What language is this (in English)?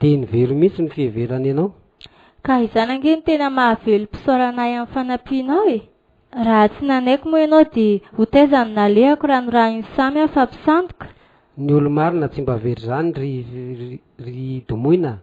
Malagasy